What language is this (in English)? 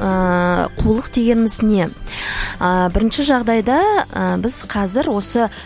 Kazakh